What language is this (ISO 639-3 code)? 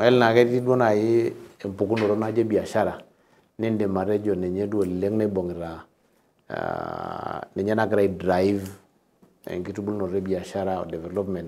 mas